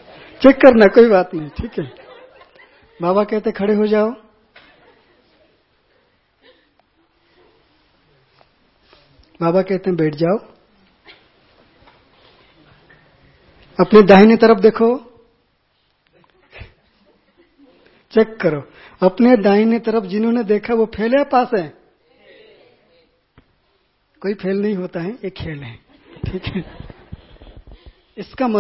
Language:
Hindi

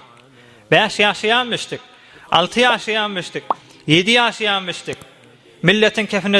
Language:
Turkmen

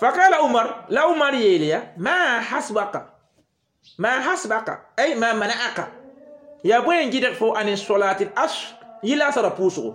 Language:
Mossi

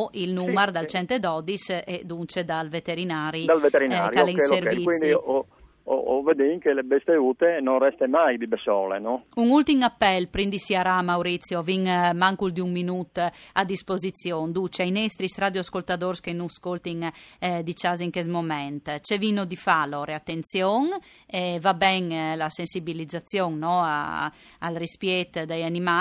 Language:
Friulian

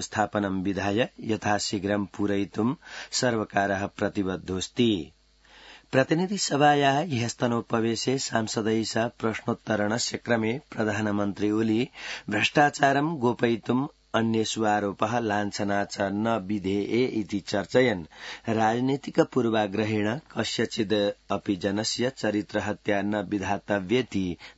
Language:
Sanskrit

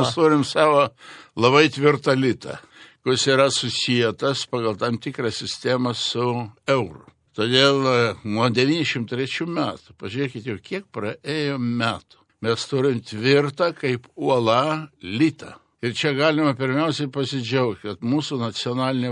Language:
Lithuanian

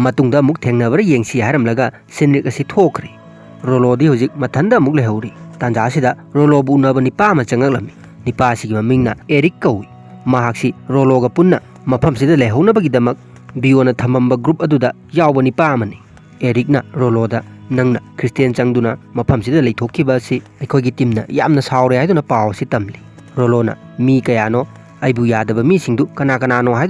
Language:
Manipuri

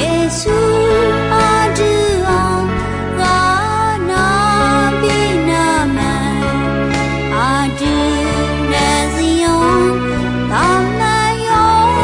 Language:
Akha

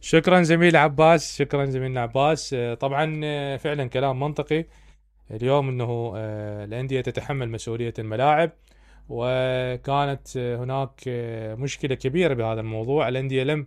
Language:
Mesopotamian Arabic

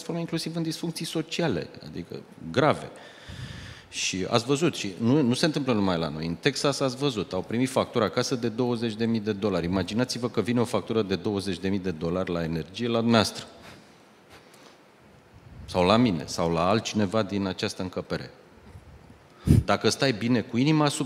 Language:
Romanian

